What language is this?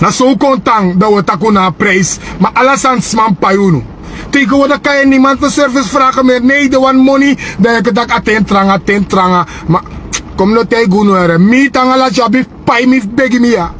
Sranan Tongo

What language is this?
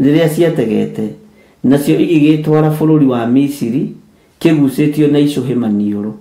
Kikuyu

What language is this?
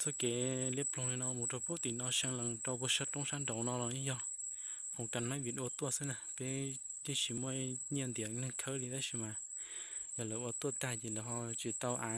Hmong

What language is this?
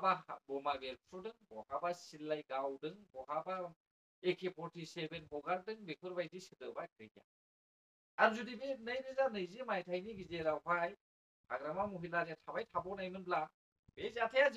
Bodo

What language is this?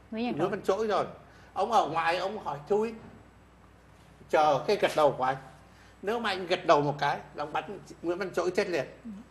Vietnamese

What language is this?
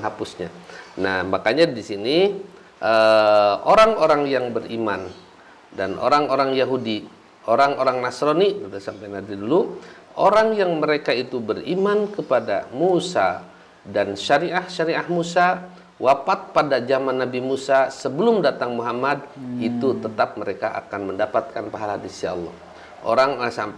Indonesian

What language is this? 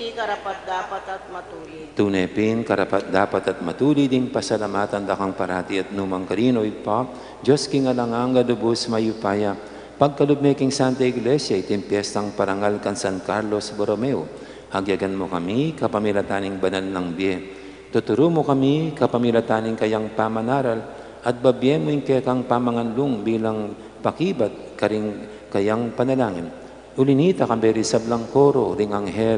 Pampanga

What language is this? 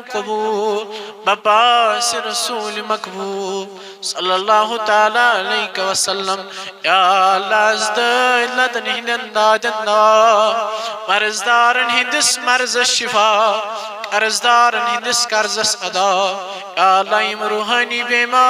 Kashmiri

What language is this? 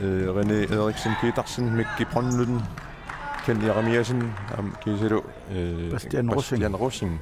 Kalaallisut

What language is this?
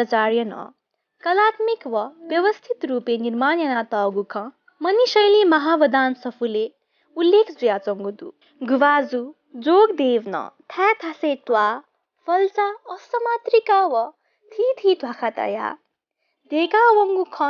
Newari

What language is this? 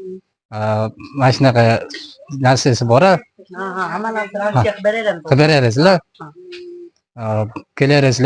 Uzbek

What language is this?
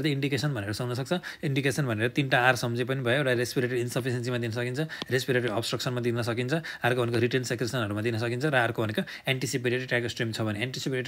Nepali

